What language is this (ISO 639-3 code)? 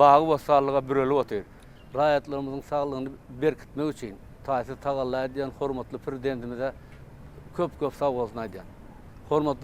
tuk